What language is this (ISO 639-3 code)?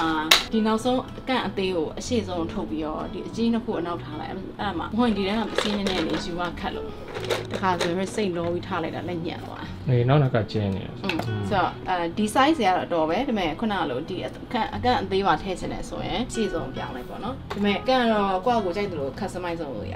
mya